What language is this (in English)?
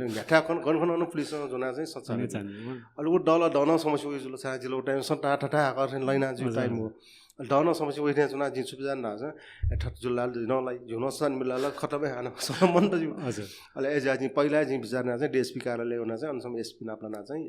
Newari